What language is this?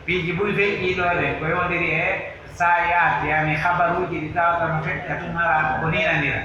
Pular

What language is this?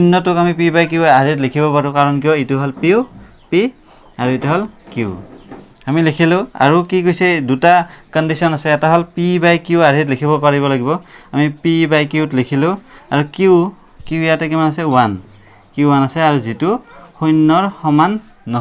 Assamese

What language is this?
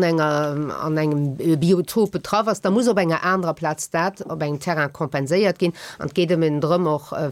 Luxembourgish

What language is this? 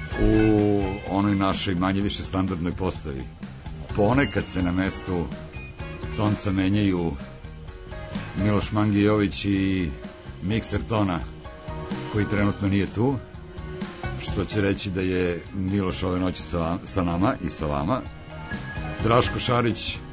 Serbian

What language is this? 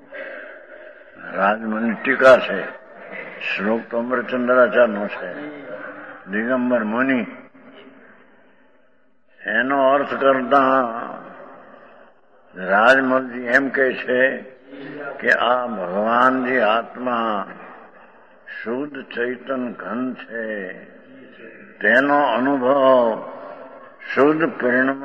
Gujarati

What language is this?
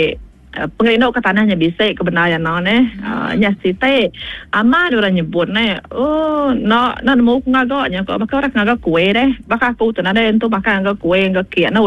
Iban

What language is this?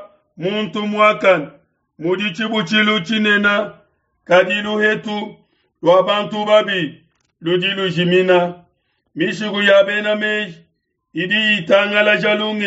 Luba-Lulua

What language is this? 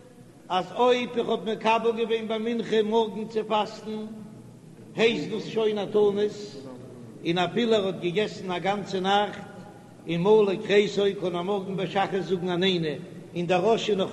Yiddish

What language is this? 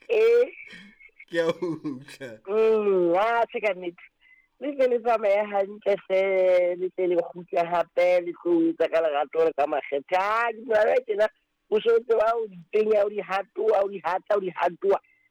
Southern Sotho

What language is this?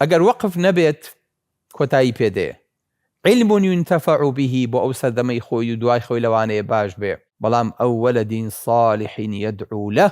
Central Kurdish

